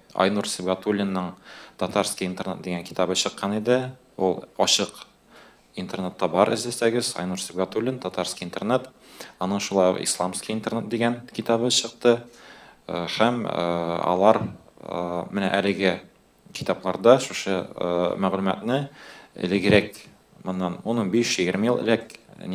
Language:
Tatar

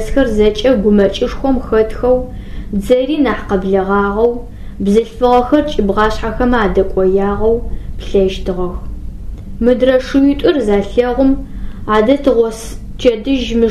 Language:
Adyghe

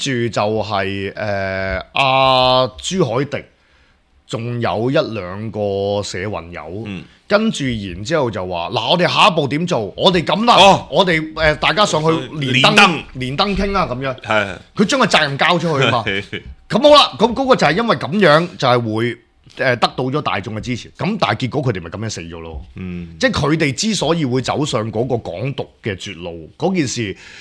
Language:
Cantonese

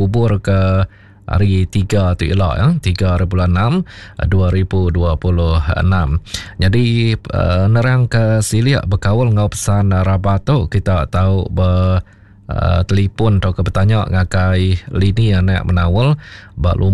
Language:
Iban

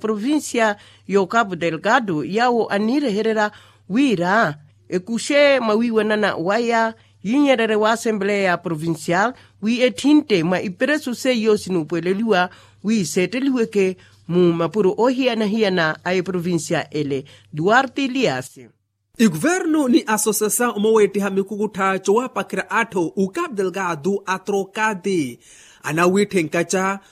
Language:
Makhuwa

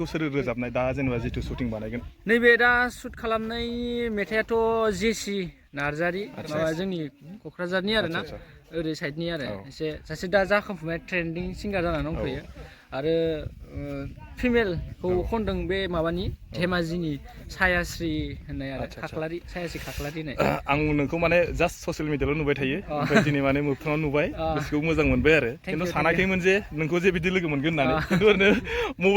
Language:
Bodo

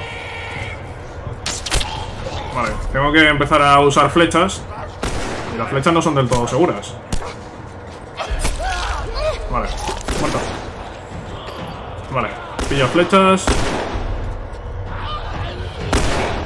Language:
Spanish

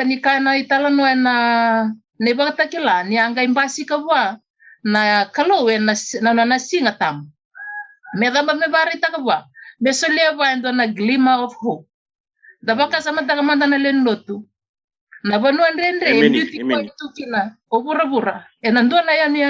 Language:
Fijian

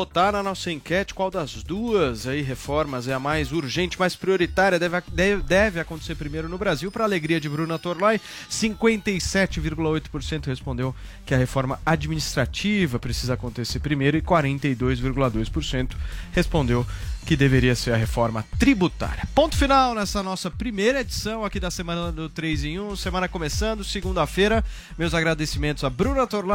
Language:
Portuguese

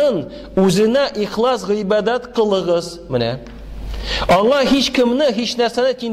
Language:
Tatar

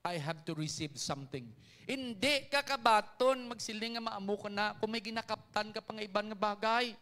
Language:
Hiligaynon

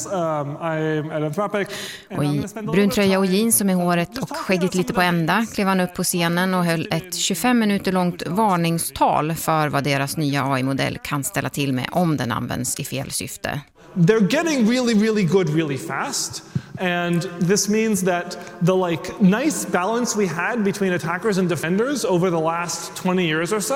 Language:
Swedish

